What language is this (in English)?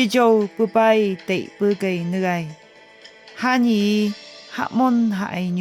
Phom Naga